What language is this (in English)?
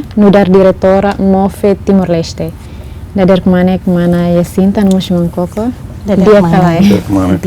Tetum